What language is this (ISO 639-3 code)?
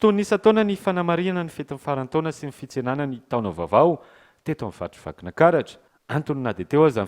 mlg